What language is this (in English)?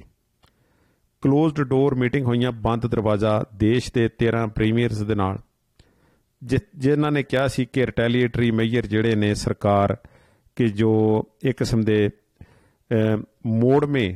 Punjabi